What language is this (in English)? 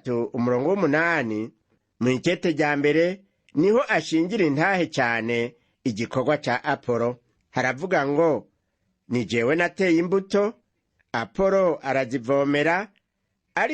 Rundi